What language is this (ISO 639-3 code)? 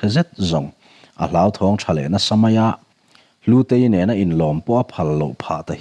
lus